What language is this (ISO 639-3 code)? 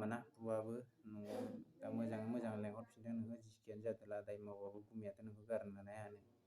brx